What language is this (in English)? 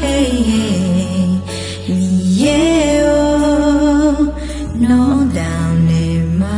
Akha